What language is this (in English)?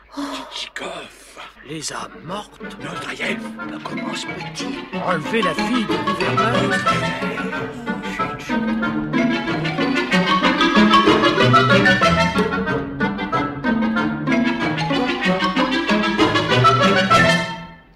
French